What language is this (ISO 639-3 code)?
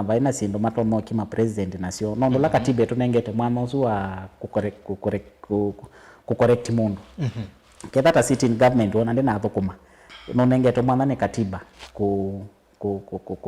kam